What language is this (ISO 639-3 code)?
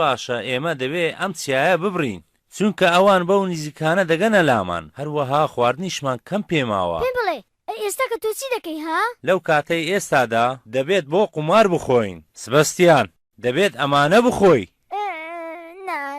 ckb